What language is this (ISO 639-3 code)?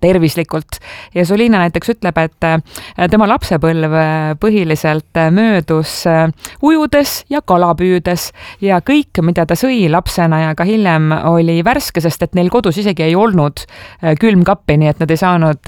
est